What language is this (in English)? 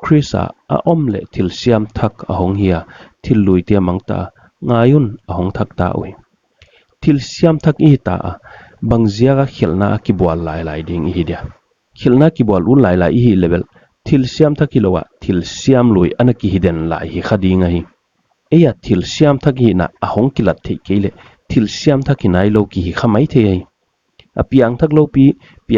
Paite Chin